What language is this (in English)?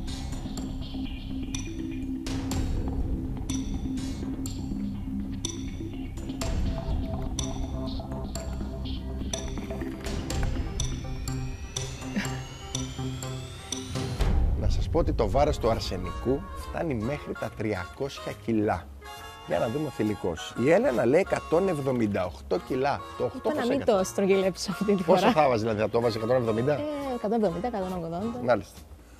Greek